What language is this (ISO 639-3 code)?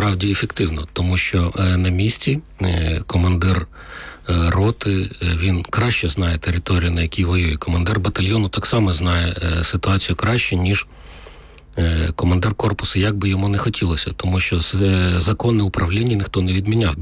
ukr